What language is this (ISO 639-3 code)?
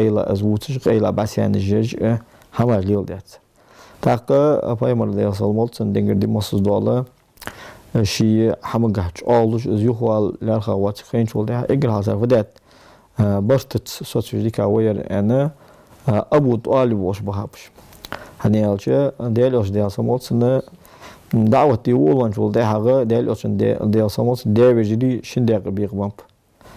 inh